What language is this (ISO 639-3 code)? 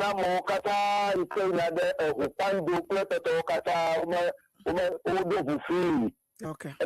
ewe